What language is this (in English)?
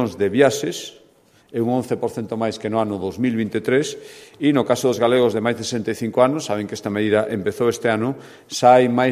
Galician